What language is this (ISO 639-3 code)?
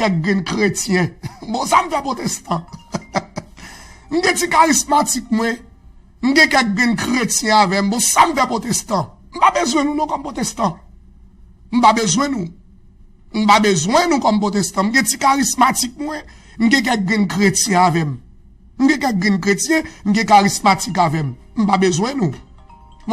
hat